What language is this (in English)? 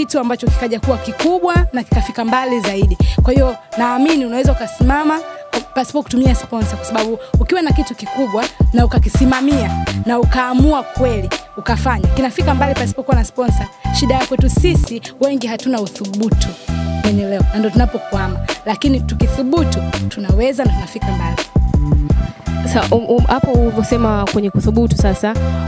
Swahili